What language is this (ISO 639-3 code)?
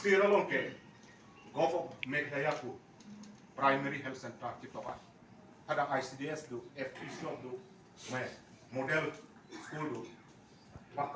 mjw